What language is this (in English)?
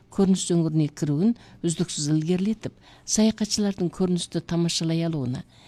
Kazakh